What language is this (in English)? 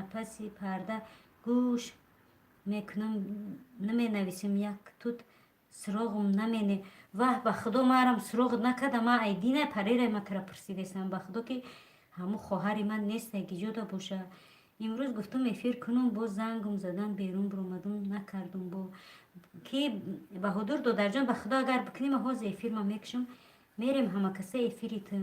Tajik